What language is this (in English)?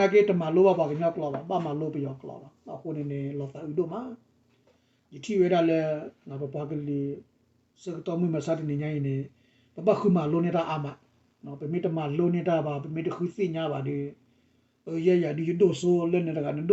S'gaw Karen